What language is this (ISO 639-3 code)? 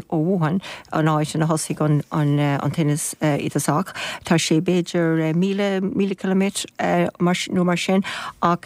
gle